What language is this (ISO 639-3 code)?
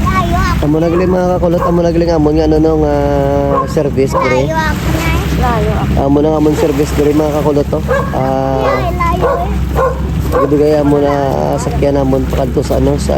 hil